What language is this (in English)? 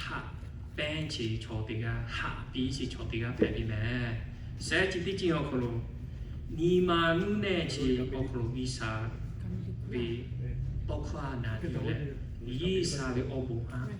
Lahu